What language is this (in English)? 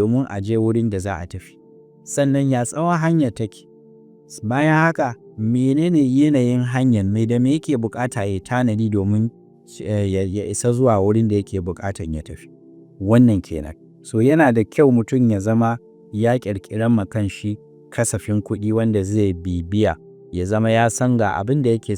Hausa